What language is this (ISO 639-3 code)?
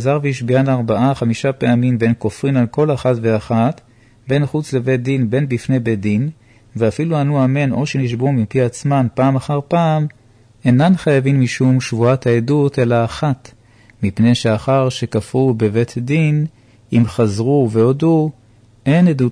heb